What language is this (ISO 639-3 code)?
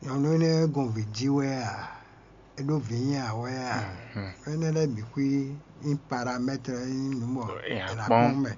fon